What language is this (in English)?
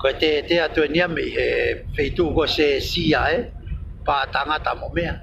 Tongan